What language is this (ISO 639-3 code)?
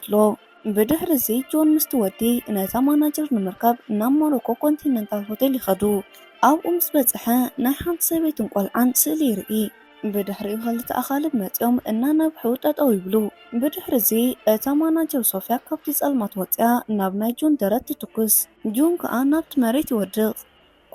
tir